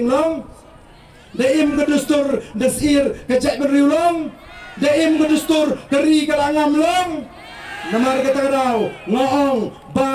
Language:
Khasi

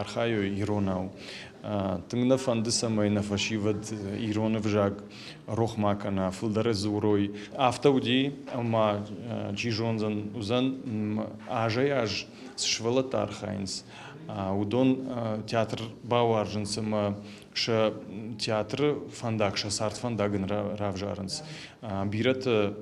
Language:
Ossetic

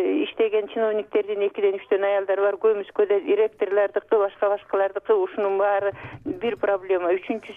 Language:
Kyrgyz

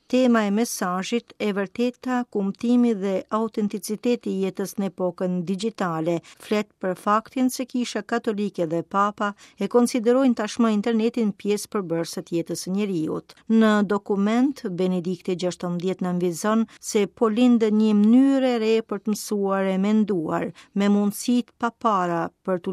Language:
Albanian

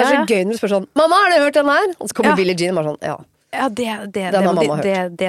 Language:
Norwegian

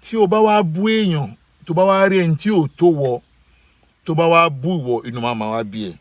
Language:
Yoruba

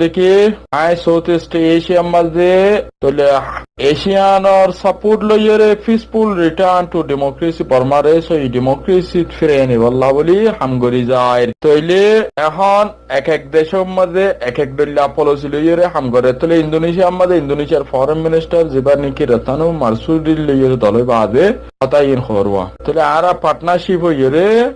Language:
Rohingya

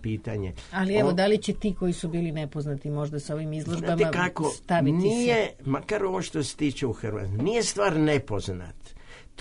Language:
Serbian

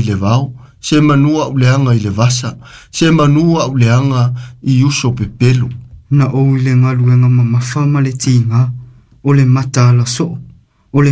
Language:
Samoan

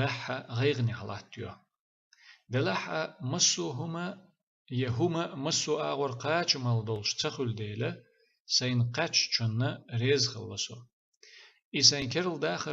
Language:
Chechen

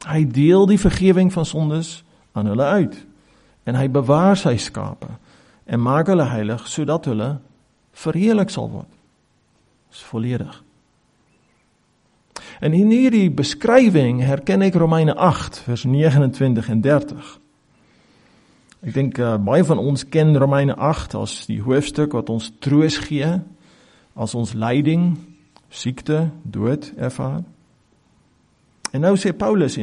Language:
Afrikaans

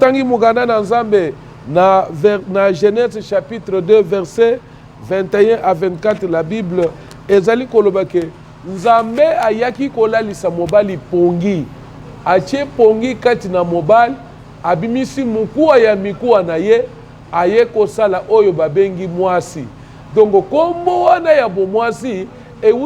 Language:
Lingala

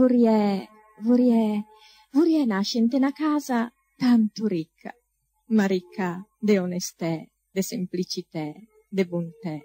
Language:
Ligurian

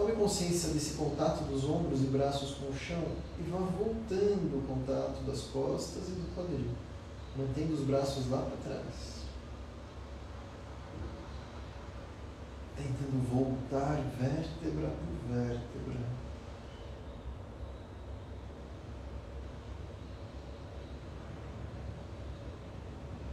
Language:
Portuguese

